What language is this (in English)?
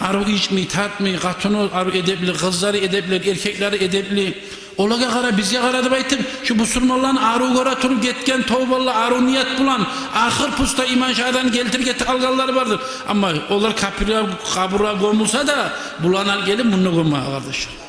Kumyk